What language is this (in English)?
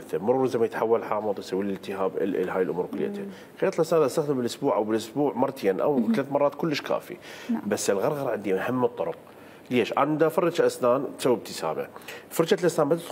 Mesopotamian Arabic